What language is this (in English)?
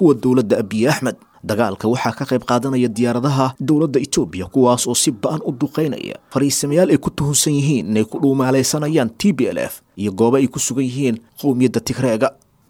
Somali